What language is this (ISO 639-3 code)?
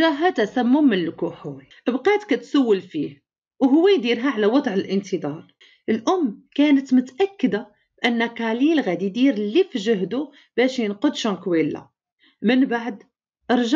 ary